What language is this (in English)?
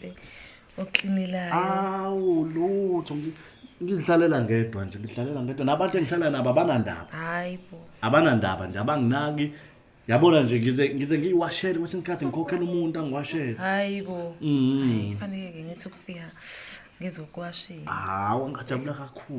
Zulu